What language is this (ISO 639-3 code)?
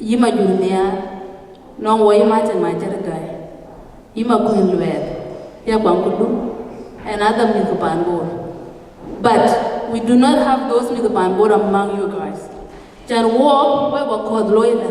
din